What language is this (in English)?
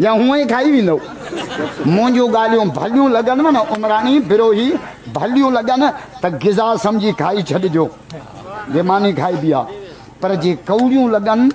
Sindhi